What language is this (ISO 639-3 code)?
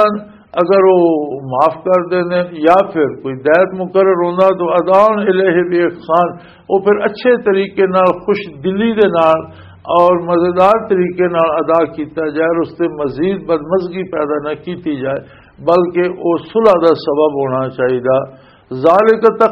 lah